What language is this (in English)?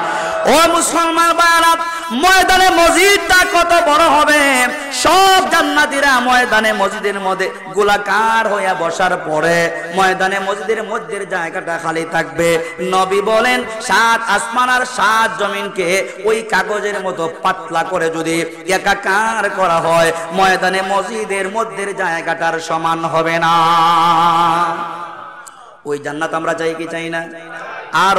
Bangla